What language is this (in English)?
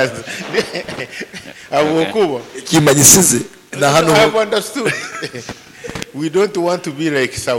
Nyoro